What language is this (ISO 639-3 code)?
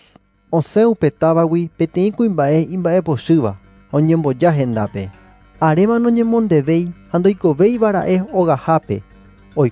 grn